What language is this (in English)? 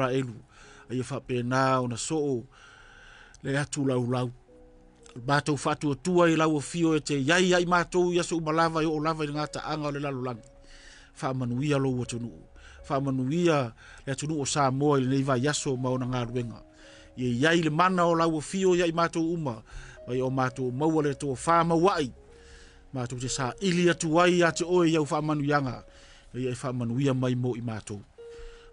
Samoan